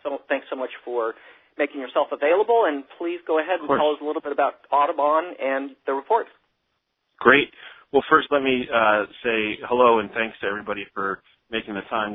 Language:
English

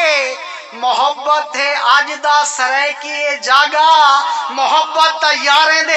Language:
Saraiki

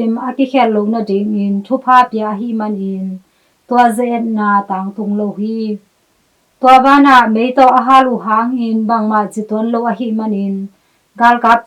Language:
Tedim Chin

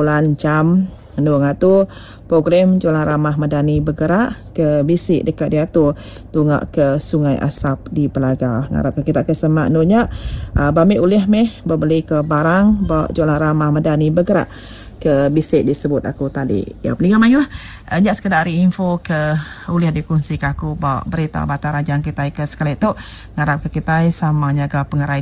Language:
Iban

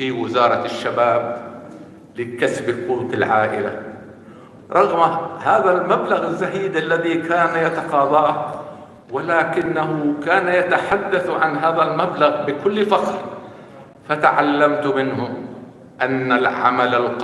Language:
North Levantine Arabic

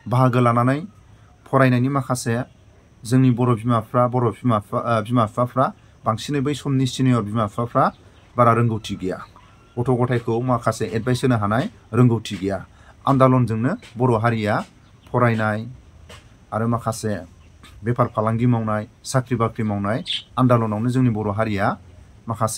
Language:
Bodo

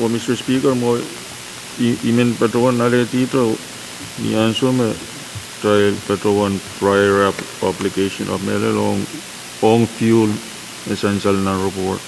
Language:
Pohnpeian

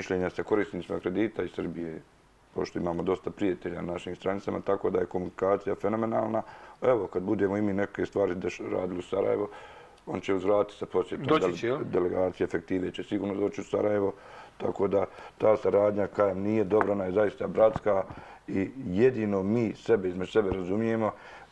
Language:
Serbian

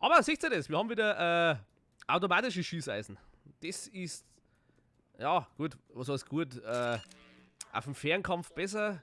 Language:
Bavarian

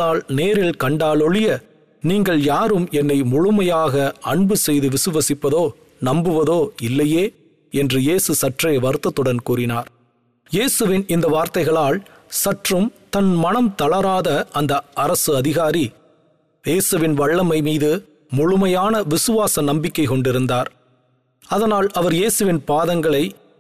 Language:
Tamil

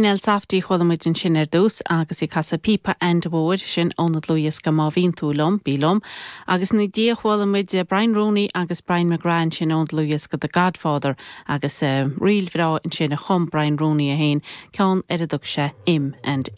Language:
Irish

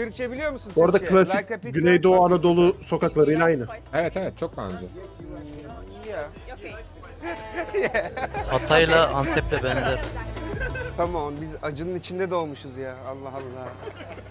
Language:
Turkish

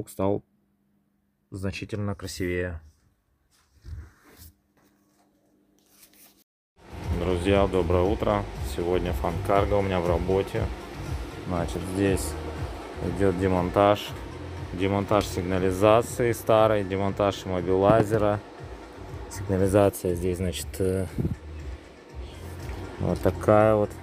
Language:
Russian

